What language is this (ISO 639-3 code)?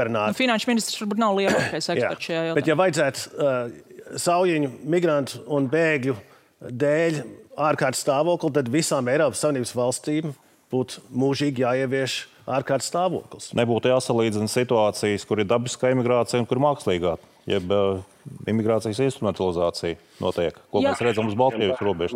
lav